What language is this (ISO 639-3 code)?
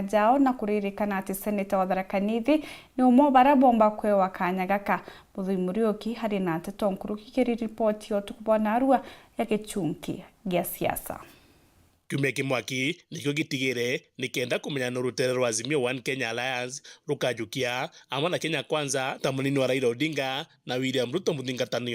mer